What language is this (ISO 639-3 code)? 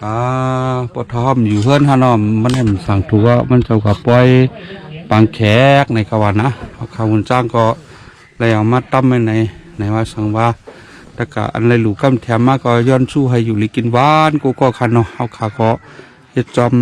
shn